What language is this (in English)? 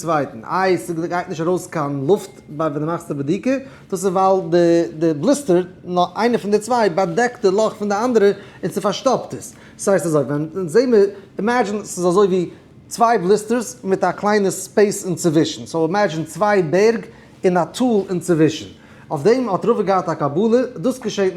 Yiddish